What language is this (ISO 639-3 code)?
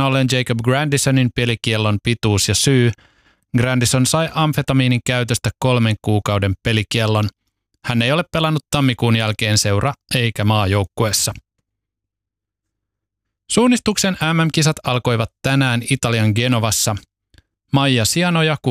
fin